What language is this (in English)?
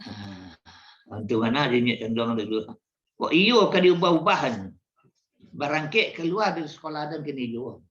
Minangkabau